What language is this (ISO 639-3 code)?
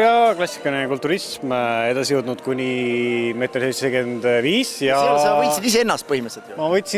est